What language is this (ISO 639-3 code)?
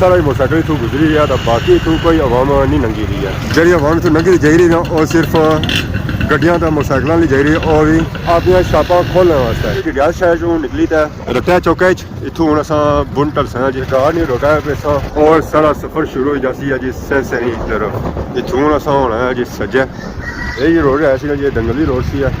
phr